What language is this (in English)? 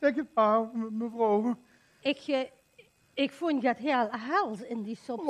Limburgish